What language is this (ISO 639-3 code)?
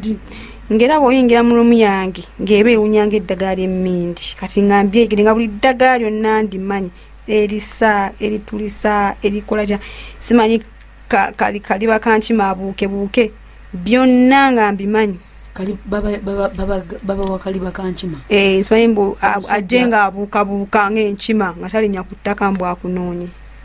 lug